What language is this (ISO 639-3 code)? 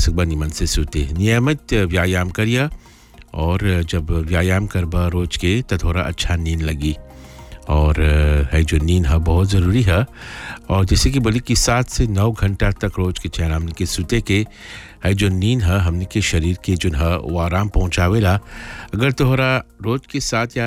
bho